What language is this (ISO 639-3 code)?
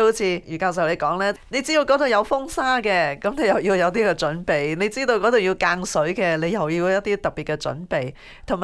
yue